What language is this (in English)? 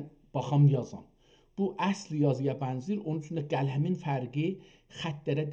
South Azerbaijani